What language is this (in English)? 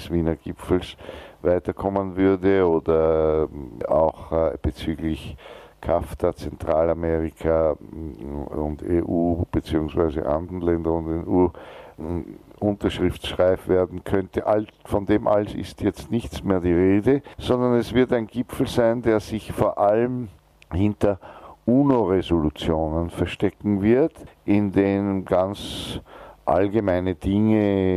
German